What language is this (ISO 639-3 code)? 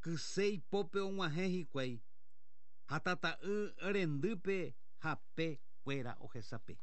grn